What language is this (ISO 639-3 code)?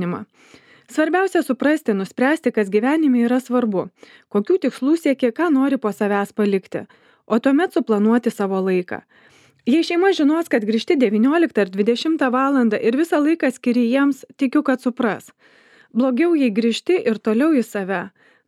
lit